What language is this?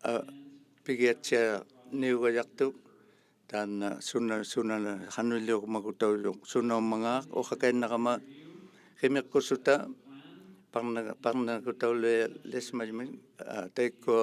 Inuktitut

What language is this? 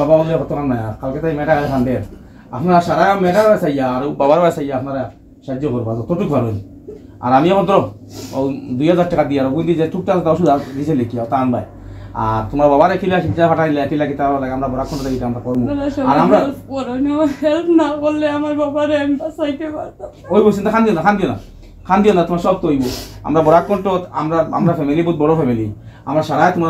Sylheti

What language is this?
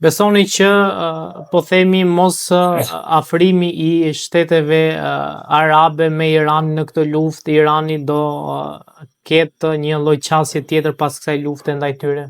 Albanian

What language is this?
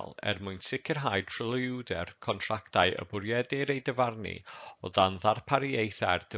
Welsh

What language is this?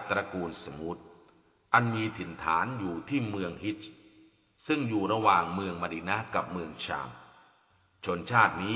Thai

